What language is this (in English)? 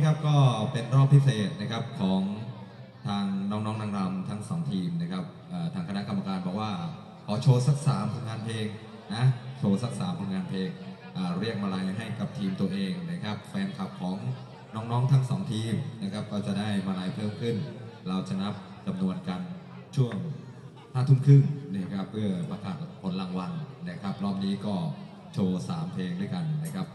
Thai